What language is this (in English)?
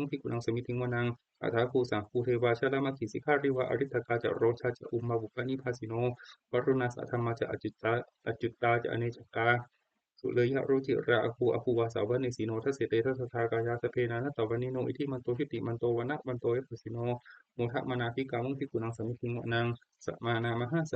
Pali